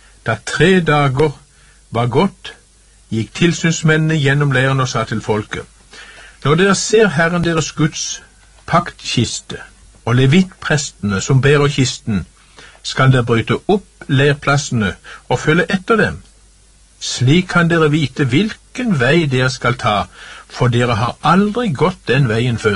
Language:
Norwegian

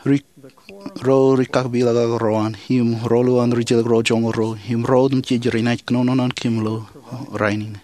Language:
Marshallese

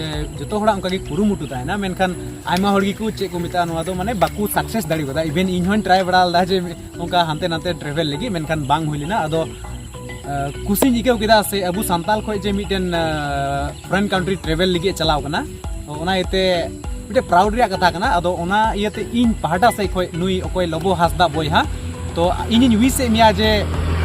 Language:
Santali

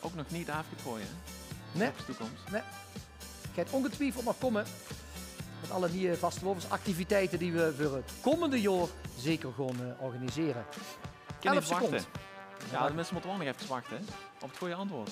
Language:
Limburgish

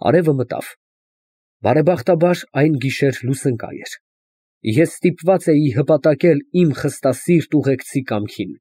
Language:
Armenian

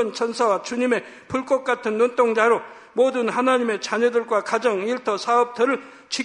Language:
Korean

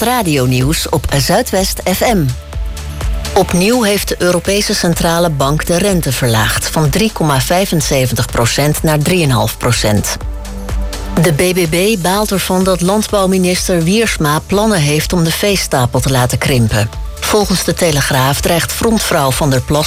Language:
Dutch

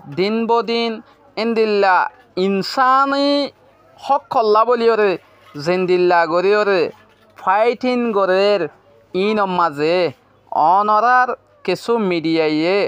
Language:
Rohingya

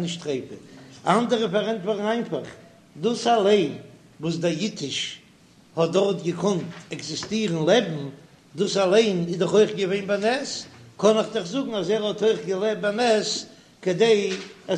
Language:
Yiddish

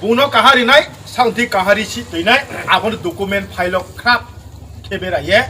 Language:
Riang (India)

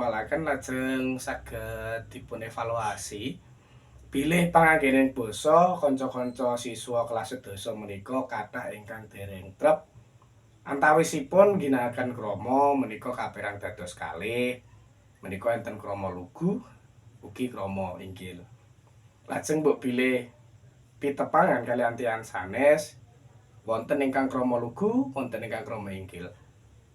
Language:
Javanese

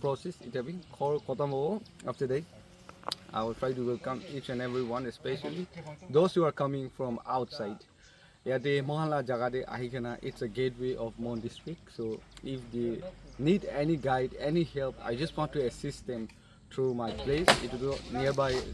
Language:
Naga Pidgin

